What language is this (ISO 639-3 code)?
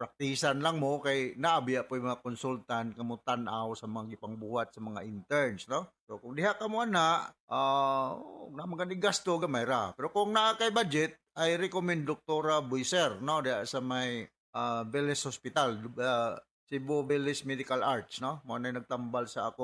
ceb